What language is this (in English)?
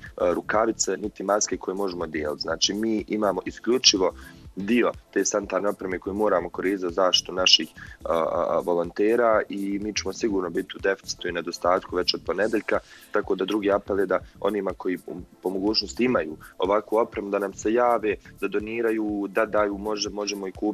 Bosnian